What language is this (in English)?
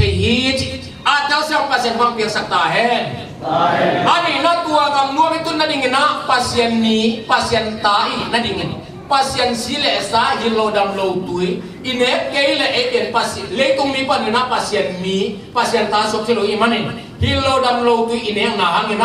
Tedim Chin